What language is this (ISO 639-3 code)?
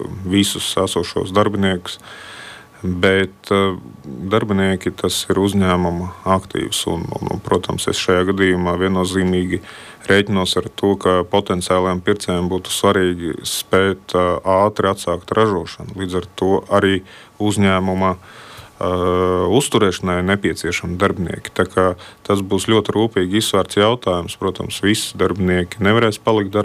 lav